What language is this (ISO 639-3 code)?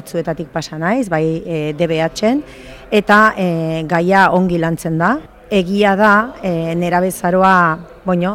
eus